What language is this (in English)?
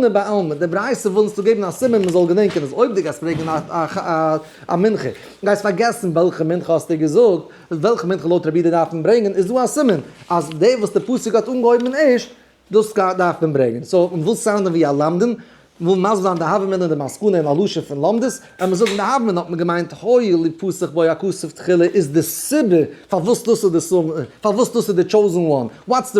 Yiddish